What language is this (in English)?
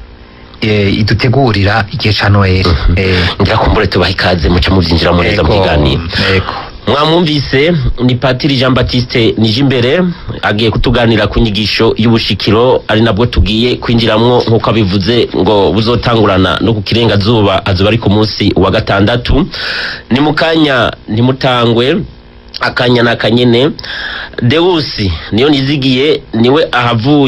Rundi